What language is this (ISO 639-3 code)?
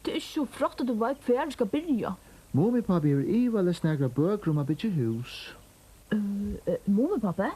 fao